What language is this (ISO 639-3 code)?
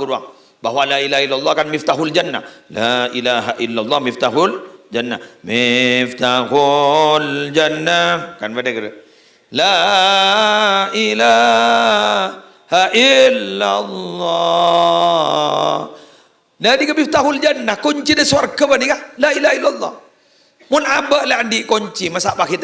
mad